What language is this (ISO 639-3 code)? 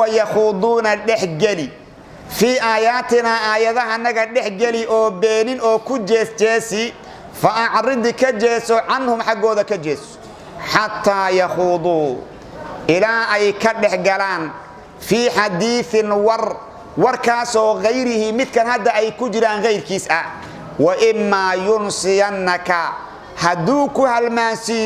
som